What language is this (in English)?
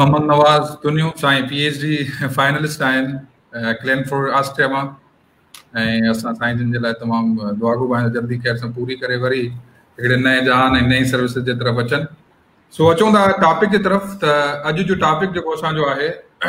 Sindhi